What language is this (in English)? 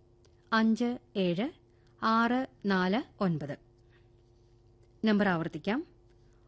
Malayalam